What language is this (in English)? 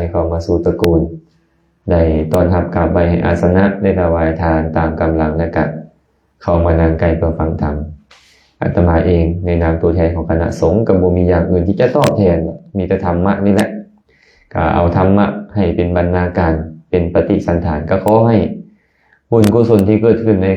Lao